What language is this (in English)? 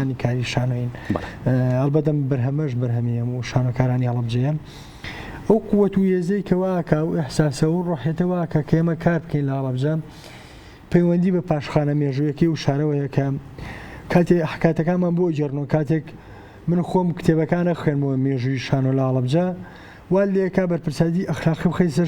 Central Kurdish